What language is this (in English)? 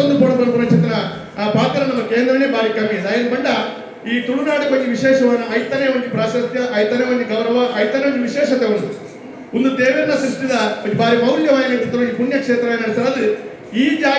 Tulu